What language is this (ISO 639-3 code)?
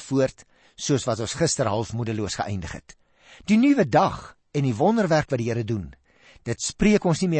afr